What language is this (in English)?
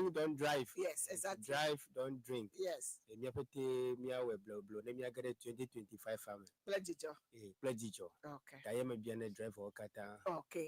Ewe